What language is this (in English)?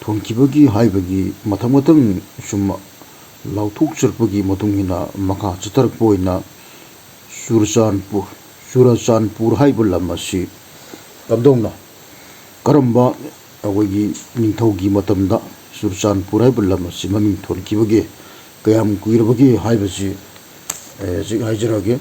Manipuri